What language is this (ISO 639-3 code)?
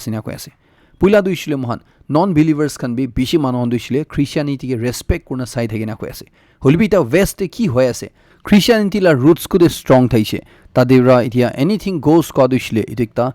nag